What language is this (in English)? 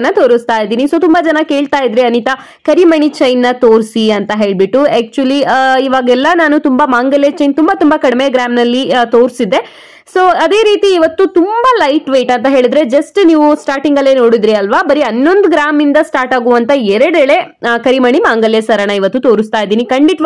Kannada